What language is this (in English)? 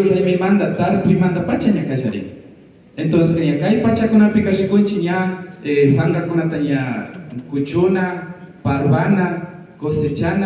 Imbabura Highland Quichua